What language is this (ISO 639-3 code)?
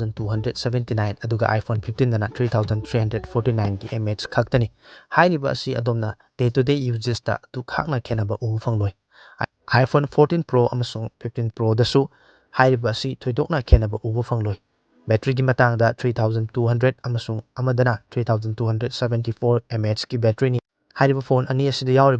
mni